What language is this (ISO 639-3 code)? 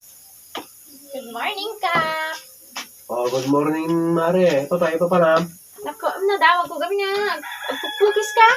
ilo